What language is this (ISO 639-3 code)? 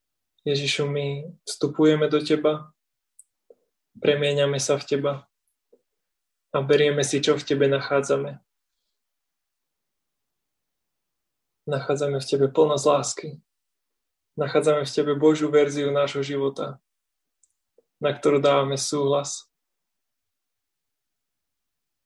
slk